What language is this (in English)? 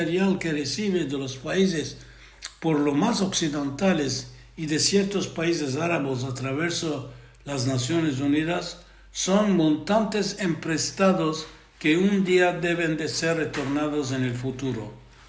Ladino